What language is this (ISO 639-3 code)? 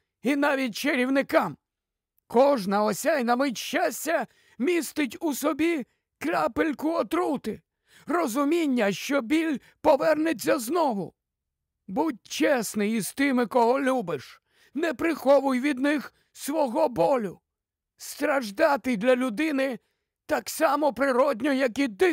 ukr